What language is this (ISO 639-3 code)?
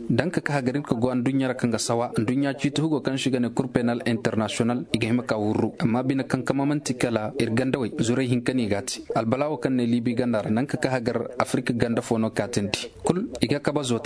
ses